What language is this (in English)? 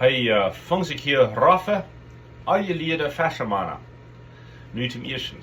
Plautdietsch